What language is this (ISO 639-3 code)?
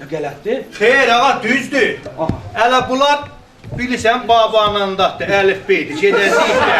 azb